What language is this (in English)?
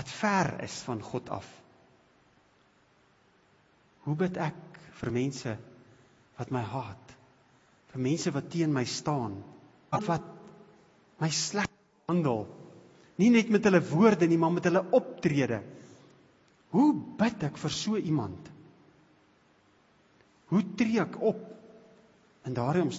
Afrikaans